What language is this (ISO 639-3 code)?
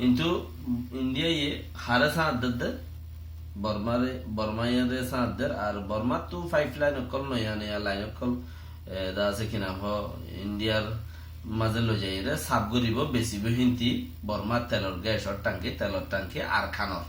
rhg